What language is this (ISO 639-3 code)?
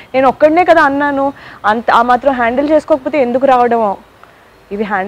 tel